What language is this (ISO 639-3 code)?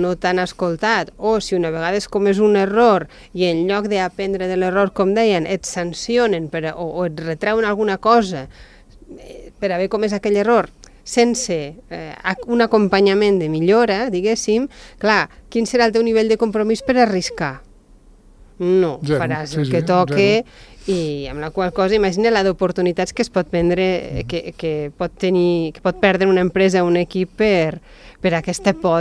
cat